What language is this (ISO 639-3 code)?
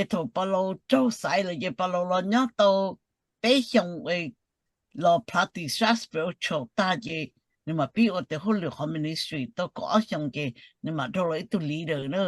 hmn